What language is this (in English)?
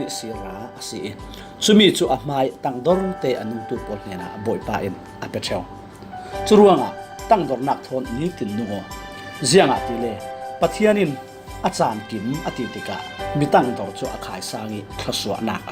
Falam Chin